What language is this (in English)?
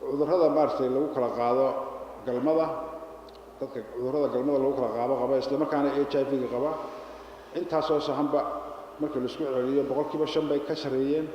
Somali